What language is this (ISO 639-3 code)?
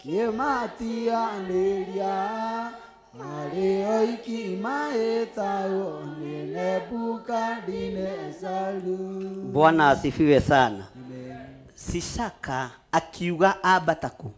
kik